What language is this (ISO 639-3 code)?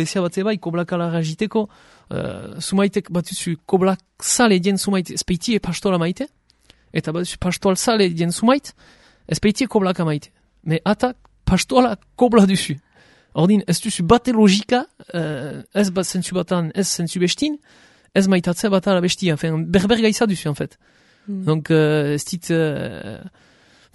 eus